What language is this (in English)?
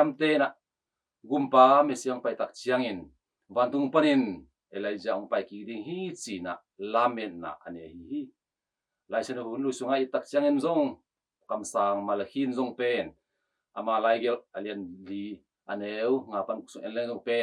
Tedim Chin